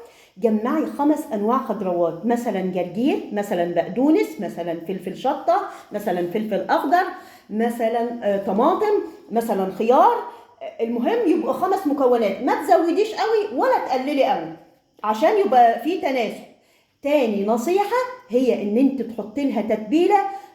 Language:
Egyptian Arabic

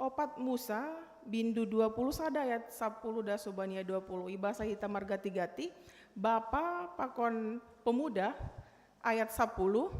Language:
Batak Simalungun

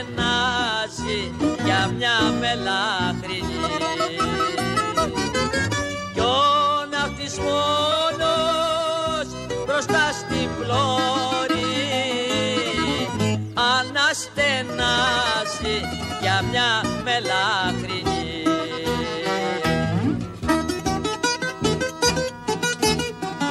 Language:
Greek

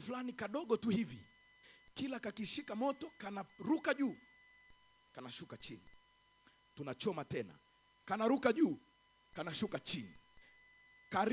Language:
Swahili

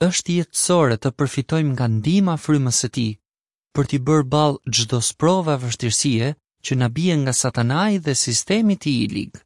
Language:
Albanian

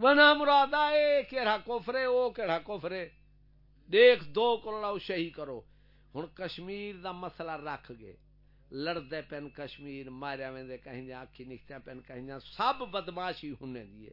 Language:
Saraiki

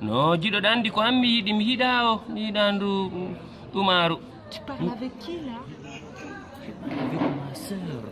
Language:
Fula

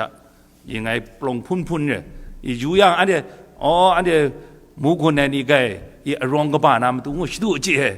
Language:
Kachin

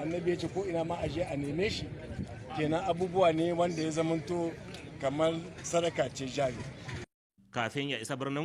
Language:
Hausa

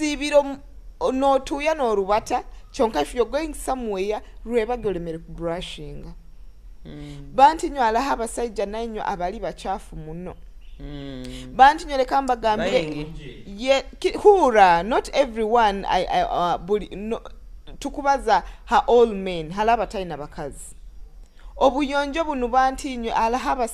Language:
Nyoro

